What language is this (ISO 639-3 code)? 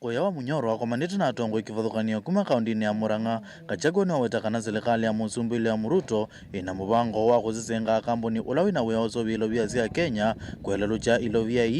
kam